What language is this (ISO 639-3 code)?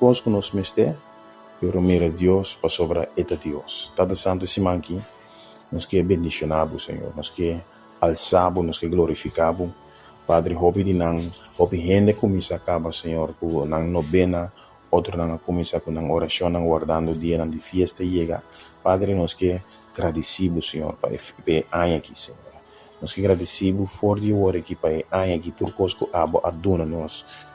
pap